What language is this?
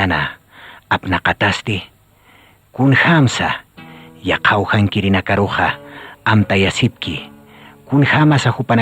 Aymara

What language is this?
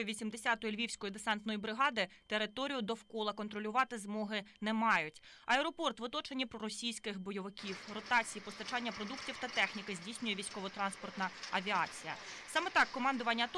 Ukrainian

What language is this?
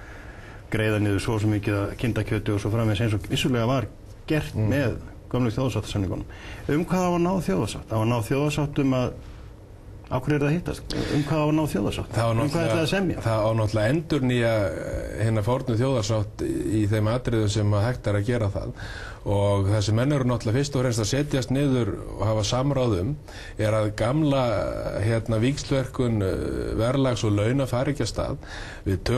Icelandic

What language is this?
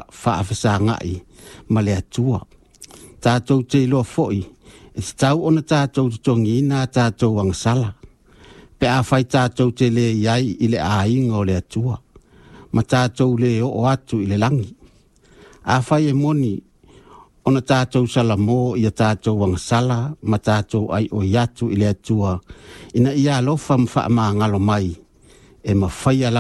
Samoan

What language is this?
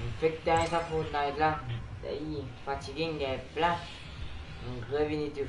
Morisyen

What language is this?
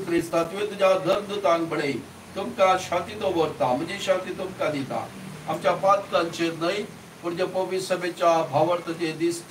Konkani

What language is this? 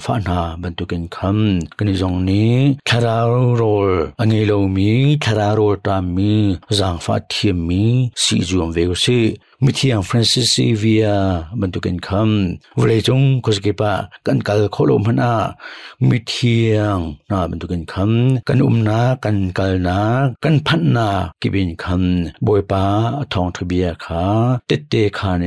Hakha Chin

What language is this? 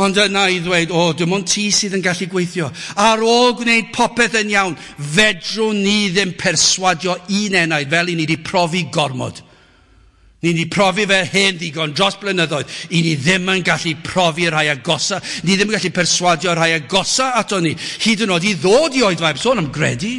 Welsh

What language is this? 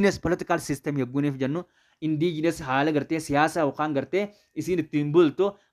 Oromo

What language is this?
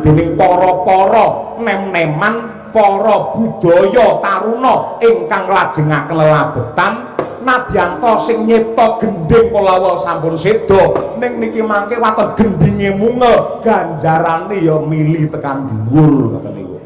Javanese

